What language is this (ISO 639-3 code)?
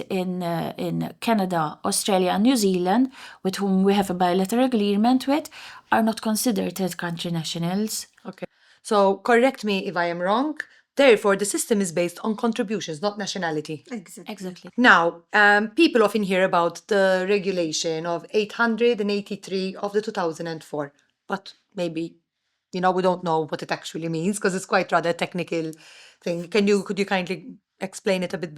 eng